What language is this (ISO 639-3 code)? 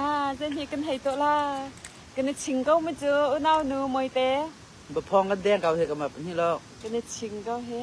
cnh